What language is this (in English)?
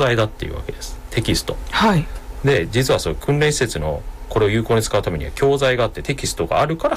Japanese